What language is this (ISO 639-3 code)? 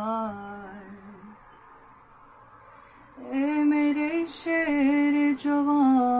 urd